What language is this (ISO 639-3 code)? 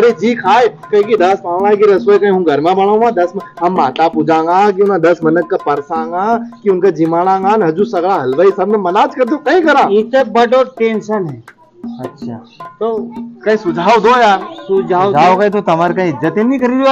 raj